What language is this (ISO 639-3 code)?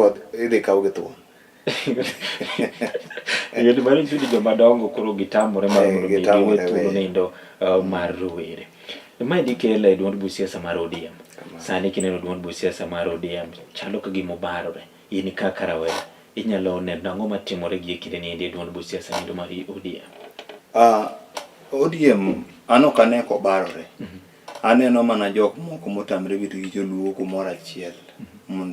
luo